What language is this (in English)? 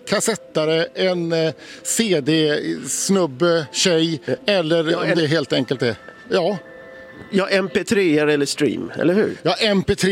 Swedish